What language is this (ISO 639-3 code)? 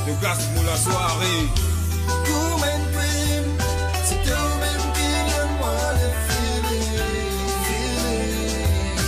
mfe